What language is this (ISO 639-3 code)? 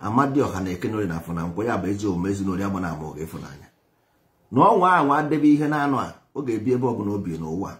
ibo